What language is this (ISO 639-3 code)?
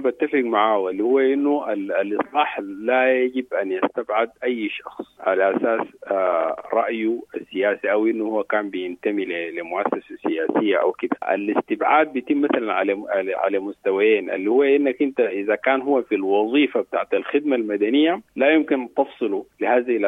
apd